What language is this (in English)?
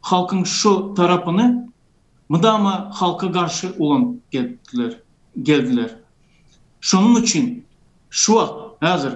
Turkmen